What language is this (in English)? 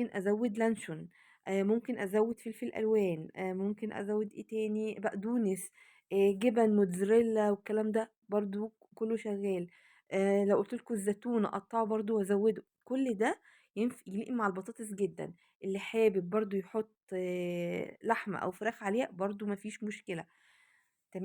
Egyptian Arabic